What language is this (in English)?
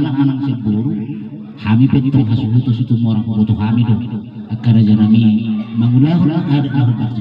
Batak Toba